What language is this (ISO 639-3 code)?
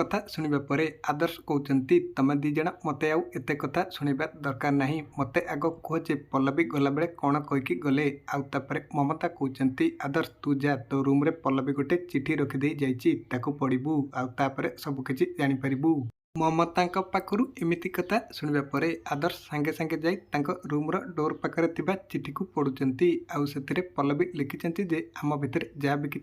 ori